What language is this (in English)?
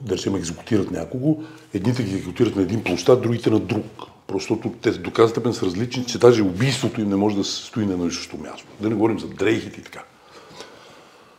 Bulgarian